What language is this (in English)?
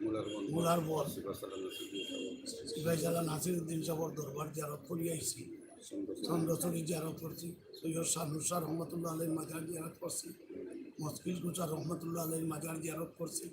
Sylheti